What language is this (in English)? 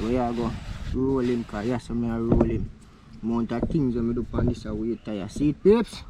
Jamaican Creole English